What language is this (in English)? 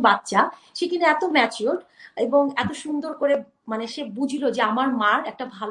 Bangla